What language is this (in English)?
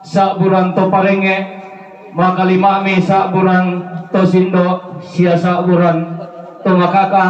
Toraja-Sa'dan